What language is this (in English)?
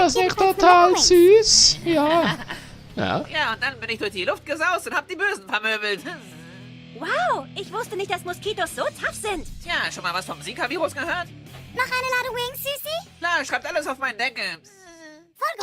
Swiss German